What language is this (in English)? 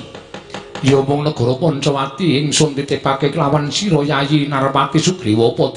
Javanese